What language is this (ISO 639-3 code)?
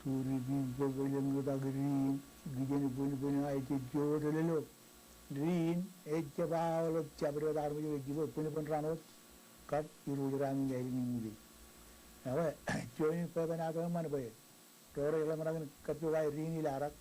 mah